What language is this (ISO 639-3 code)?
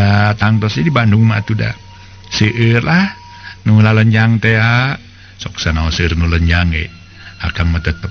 sun